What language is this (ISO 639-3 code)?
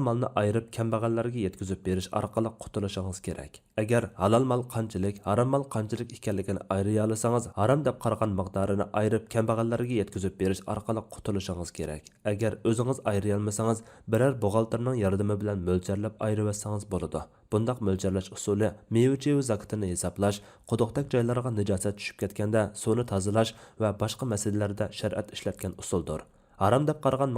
uig